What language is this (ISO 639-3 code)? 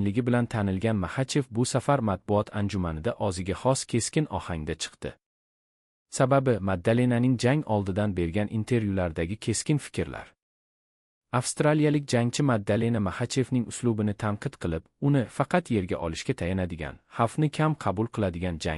uzb